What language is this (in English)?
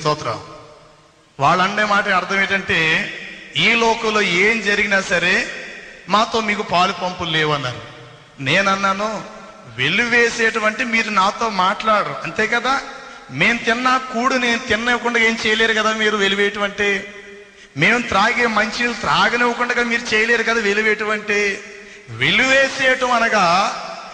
Telugu